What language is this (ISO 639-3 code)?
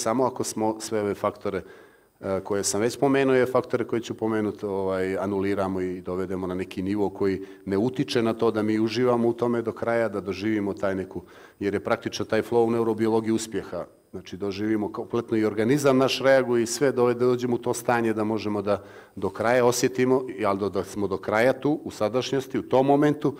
bos